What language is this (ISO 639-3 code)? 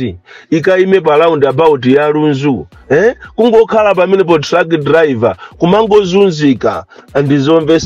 nya